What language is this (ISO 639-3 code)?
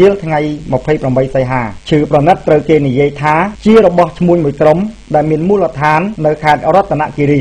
khm